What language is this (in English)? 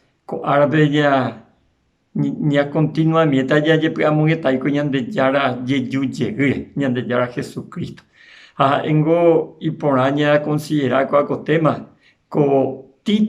Guarani